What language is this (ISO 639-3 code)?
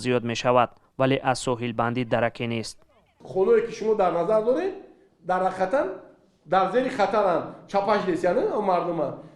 tgk